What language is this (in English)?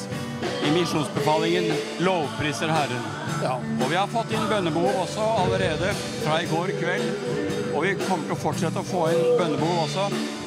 Norwegian